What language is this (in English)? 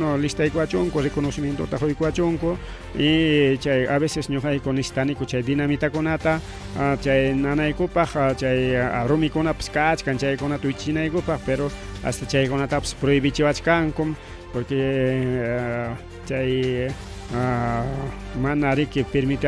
Ayacucho Quechua